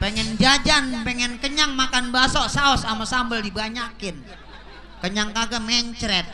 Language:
Betawi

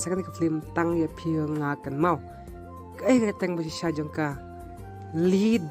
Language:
Khasi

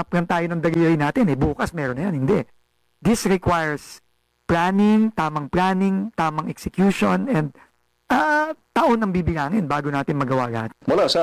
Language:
Filipino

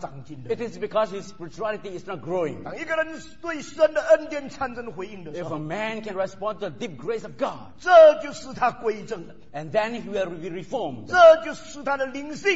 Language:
Chinese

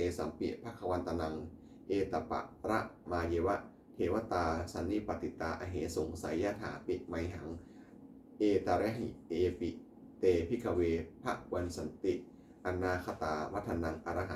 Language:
Pali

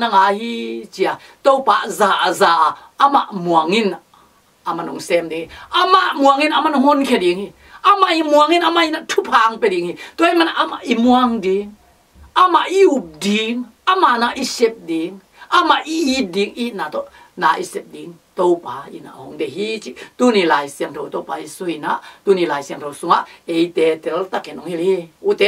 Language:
Tedim Chin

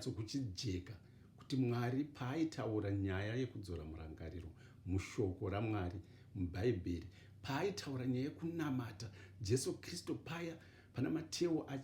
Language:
Shona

